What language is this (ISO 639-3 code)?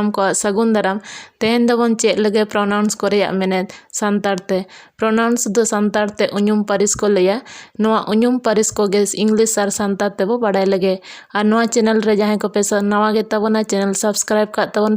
sat